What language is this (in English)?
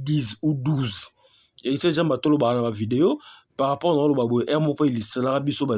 Lingala